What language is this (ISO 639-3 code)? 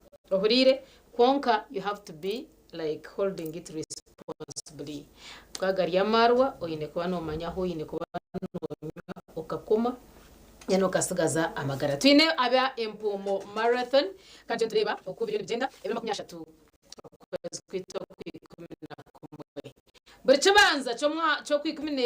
nyn